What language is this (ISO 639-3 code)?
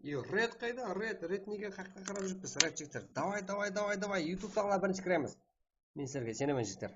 kaa